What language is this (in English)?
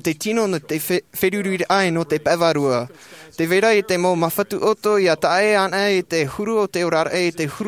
Tahitian